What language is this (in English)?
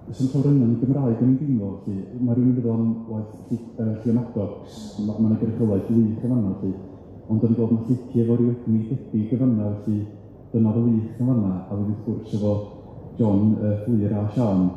Welsh